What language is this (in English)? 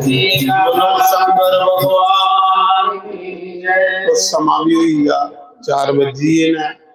Dogri